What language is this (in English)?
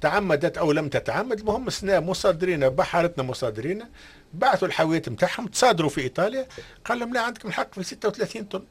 Tunisian Arabic